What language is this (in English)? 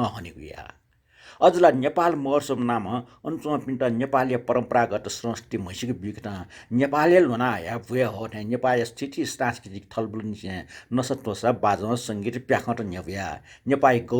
Newari